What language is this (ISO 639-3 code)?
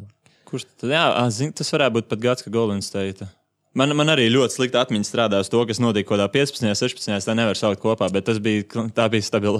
lav